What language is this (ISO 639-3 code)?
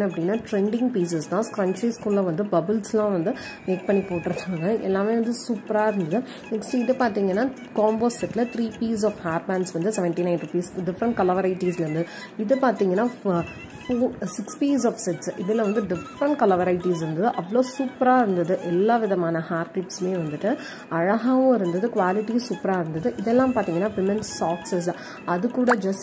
tam